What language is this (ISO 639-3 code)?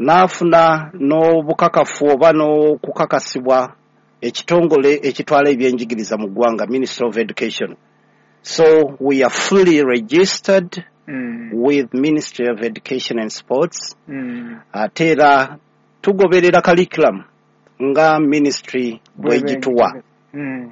lug